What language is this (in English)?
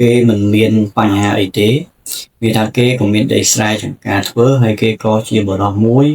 Khmer